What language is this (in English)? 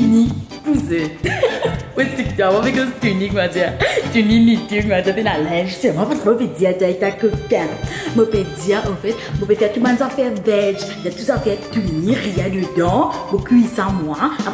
Morisyen